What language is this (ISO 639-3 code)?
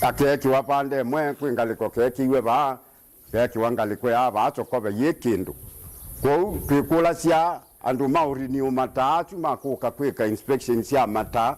kam